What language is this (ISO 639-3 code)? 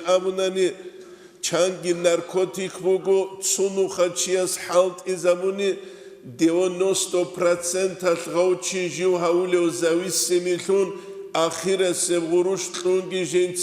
ava